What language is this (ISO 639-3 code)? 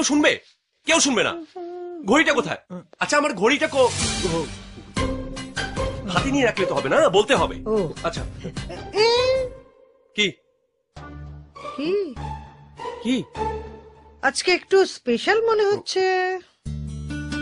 ben